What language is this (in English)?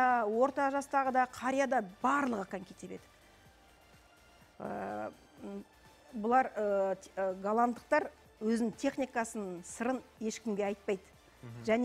Kazakh